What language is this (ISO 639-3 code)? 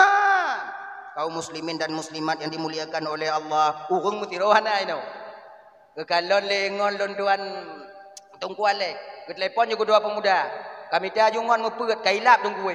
ace